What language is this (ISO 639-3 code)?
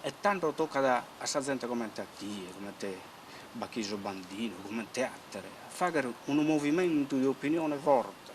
srd